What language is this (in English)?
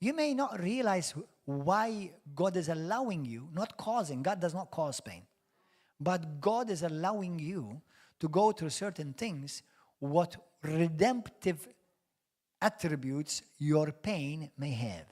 English